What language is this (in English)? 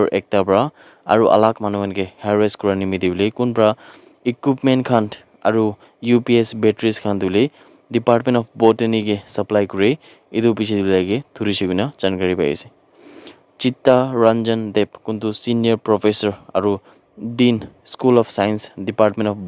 Naga Pidgin